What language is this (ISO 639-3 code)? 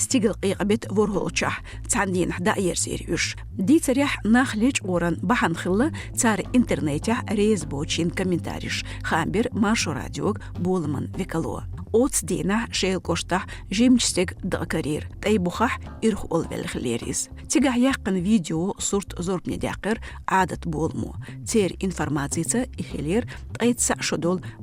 che